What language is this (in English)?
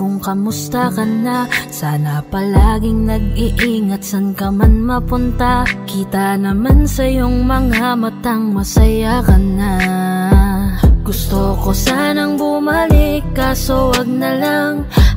Filipino